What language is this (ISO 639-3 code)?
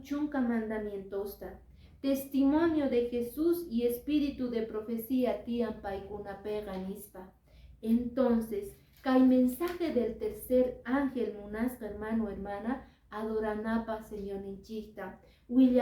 que